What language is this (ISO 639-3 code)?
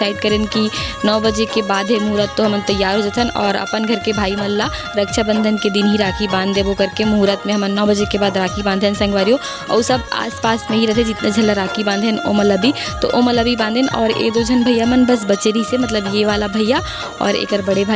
hne